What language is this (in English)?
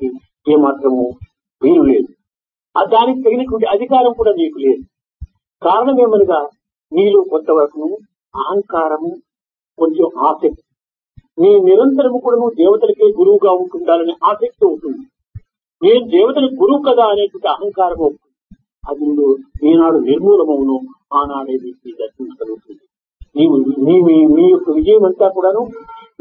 Telugu